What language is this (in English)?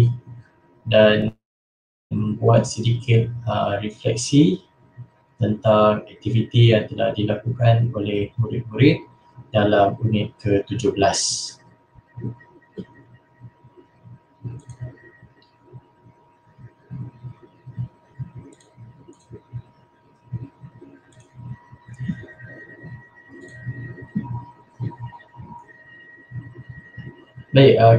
Malay